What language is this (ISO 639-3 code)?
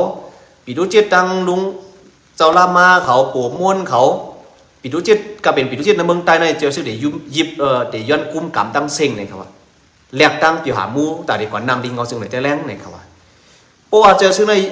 shn